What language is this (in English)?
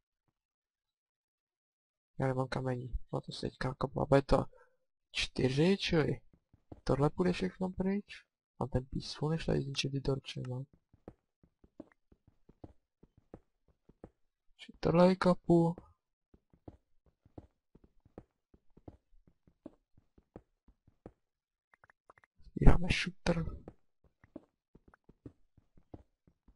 Czech